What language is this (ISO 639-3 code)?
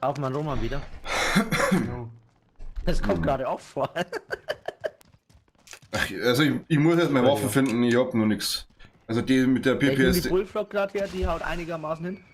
bar